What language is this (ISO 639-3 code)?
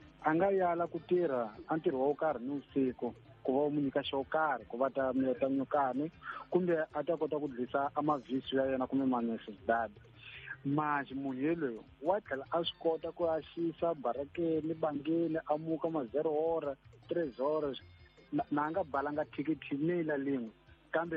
tso